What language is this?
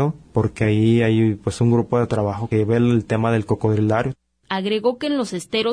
Spanish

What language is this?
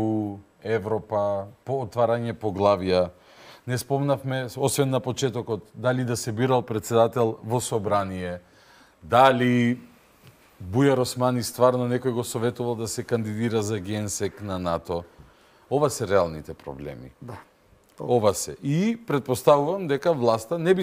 Macedonian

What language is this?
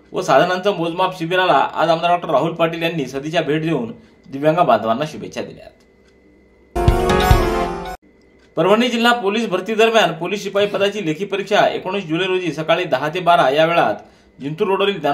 Marathi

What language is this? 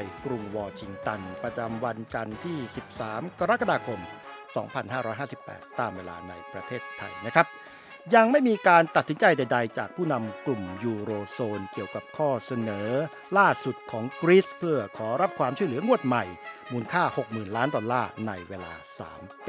Thai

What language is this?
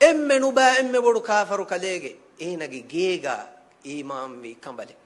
Divehi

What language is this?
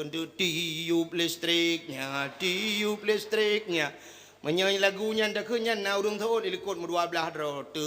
Achinese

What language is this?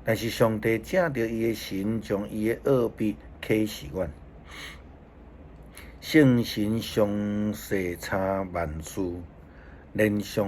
Min Nan Chinese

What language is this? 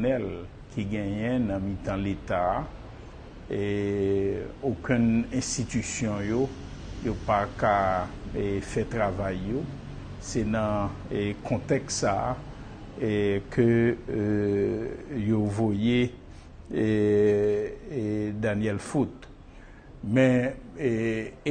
Haitian Creole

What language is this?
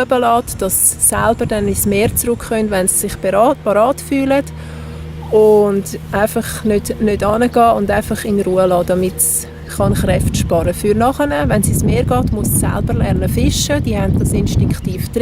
Swiss German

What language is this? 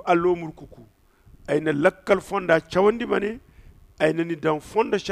Zarma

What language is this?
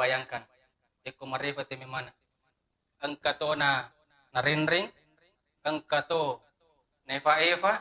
Buginese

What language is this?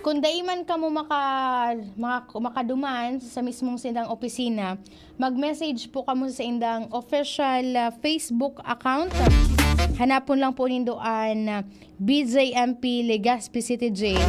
Bikol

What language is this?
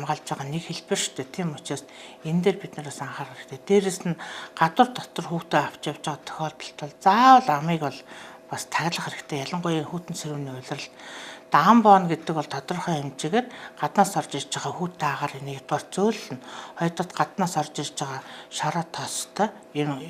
Mongolian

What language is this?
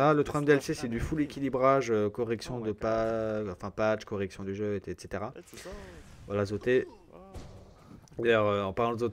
French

